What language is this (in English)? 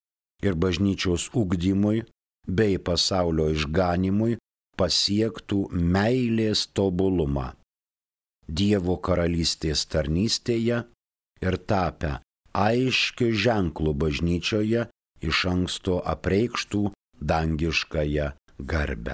Lithuanian